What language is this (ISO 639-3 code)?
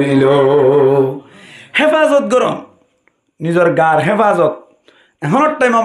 rhg